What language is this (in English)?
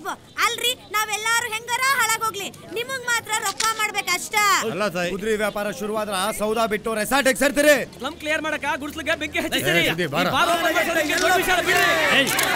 Kannada